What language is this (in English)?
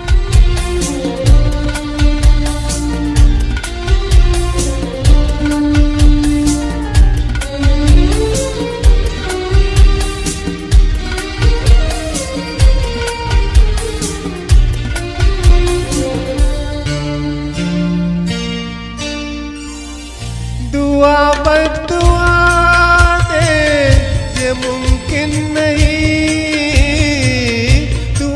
Hindi